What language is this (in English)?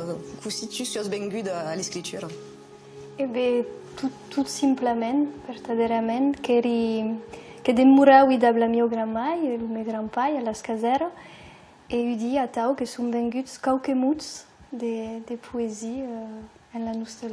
Occitan